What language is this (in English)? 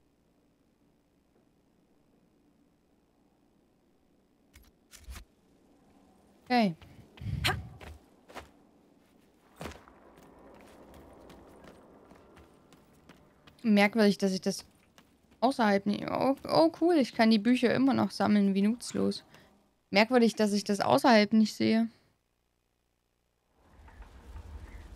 German